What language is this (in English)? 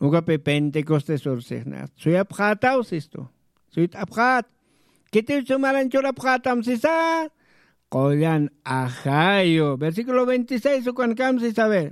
Aymara